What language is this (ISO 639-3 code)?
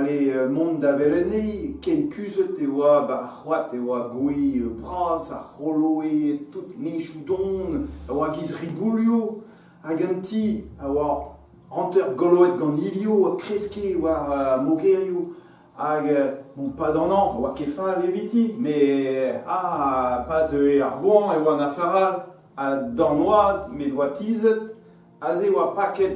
bre